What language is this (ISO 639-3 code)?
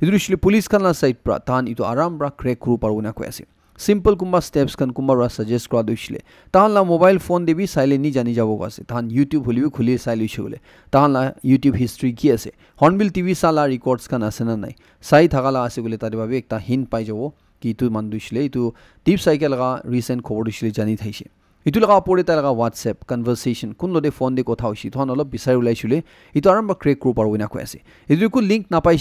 nag